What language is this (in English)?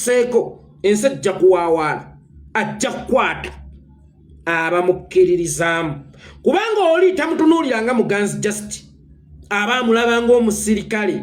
Ganda